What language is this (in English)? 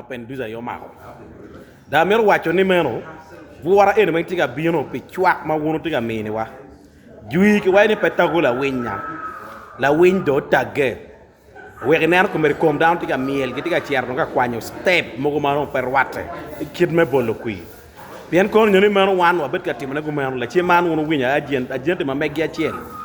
Acoli